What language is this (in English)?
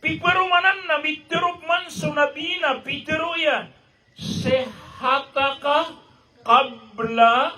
Maranao